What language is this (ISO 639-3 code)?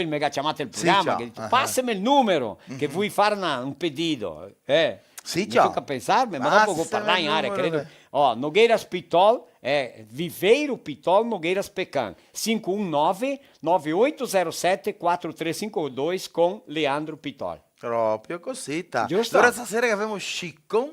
vec